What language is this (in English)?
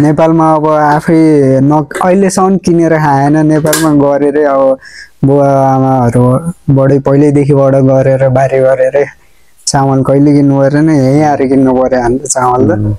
Nepali